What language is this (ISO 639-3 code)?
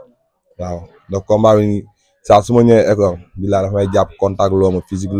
wol